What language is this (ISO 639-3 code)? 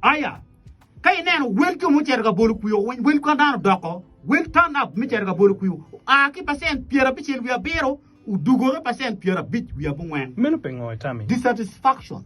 ach